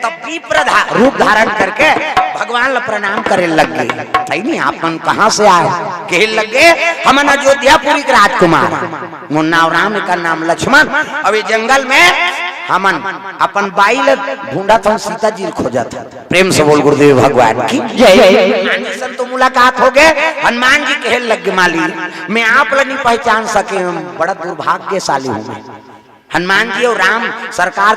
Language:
Chhattisgarhi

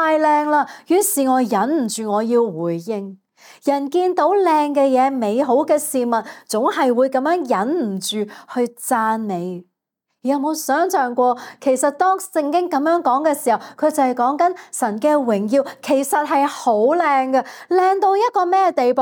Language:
Cantonese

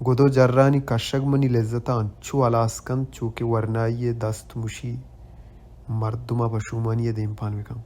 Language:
Baluchi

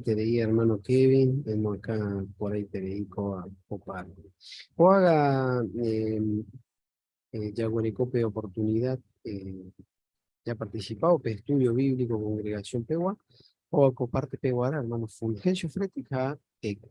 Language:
Guarani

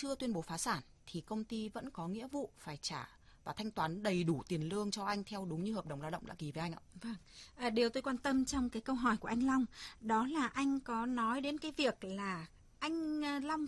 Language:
Vietnamese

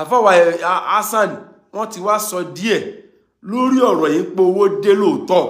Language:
Yoruba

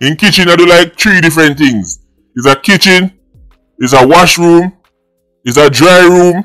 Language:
Jamaican Creole English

